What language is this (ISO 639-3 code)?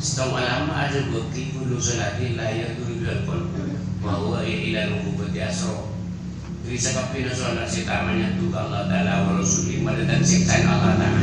mad